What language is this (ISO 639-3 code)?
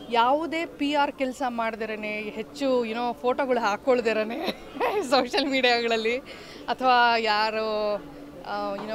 kan